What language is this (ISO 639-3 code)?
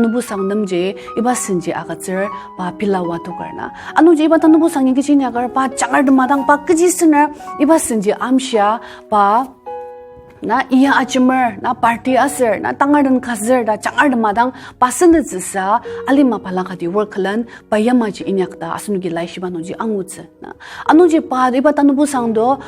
njo